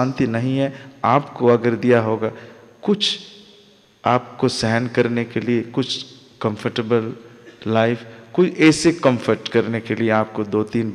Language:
Hindi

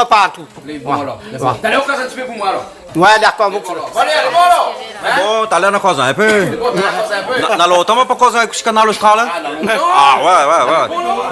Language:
Réunion Creole French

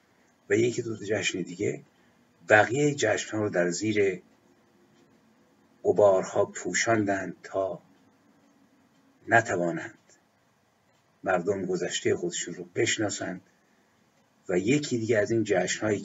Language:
Persian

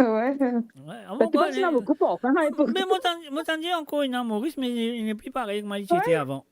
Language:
Morisyen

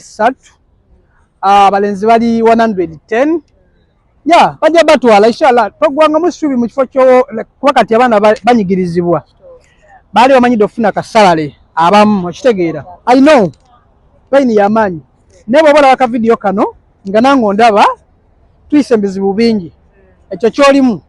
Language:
Ganda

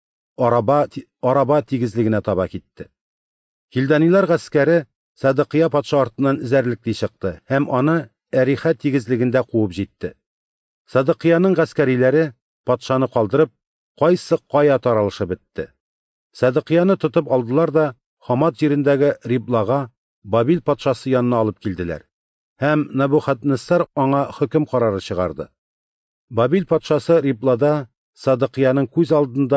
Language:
Tatar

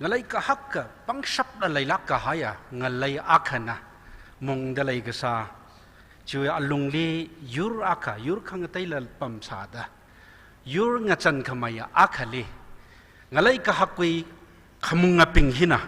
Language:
Tangkhul Naga (India)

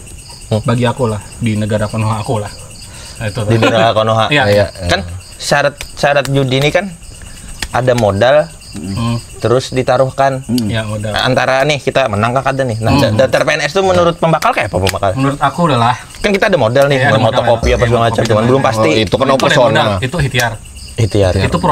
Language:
Banjar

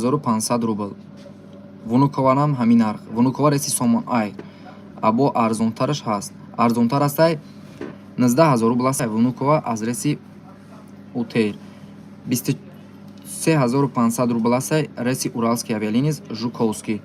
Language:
Tajik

